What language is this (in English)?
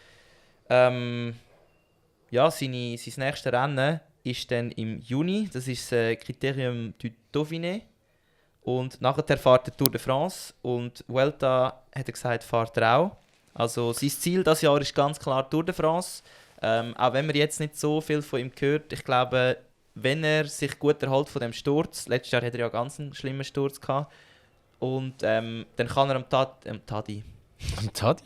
Swiss German